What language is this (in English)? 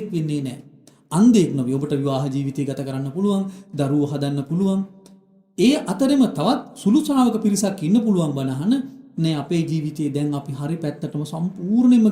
Sinhala